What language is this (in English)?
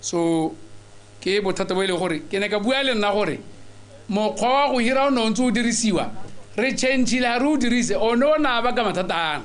Tswana